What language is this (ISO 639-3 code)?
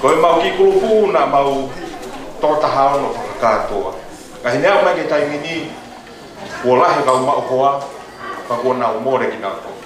ton